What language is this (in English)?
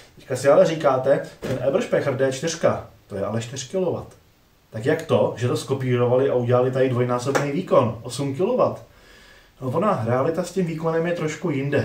Czech